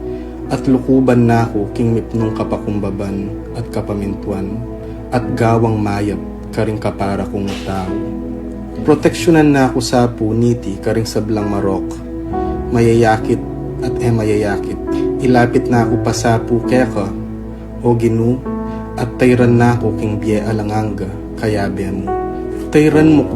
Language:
Pampanga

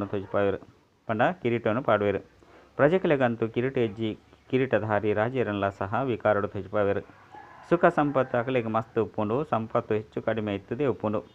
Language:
Tulu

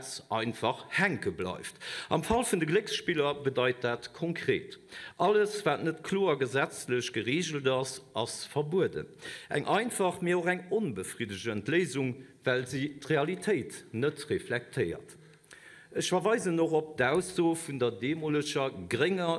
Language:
Luxembourgish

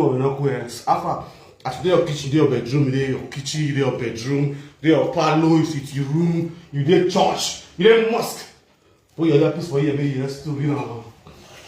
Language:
Nigerian Pidgin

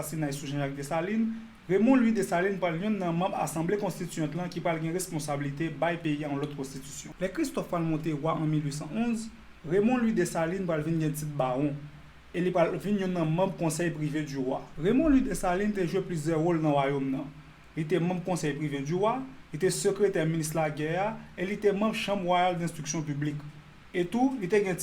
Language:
Haitian Creole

